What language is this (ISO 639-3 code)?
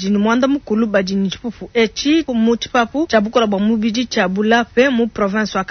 lua